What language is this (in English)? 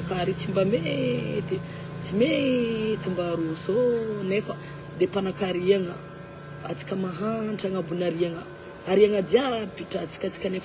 Malagasy